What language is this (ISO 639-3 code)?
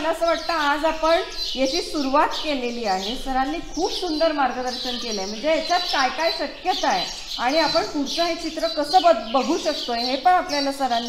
mar